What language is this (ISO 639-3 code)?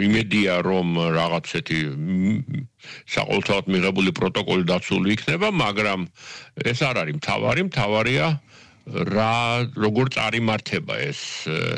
kat